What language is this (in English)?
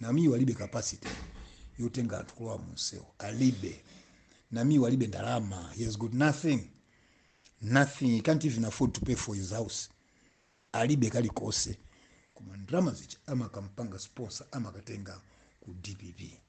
Nyanja